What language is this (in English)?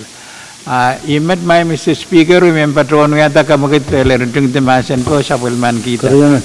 Pohnpeian